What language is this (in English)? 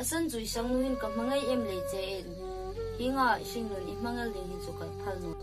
Hmar